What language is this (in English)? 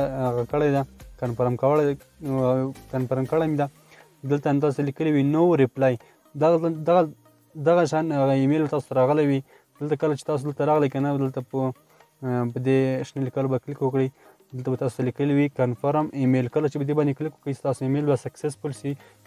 Pashto